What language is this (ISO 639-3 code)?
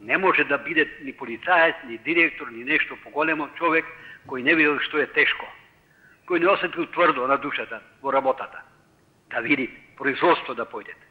mkd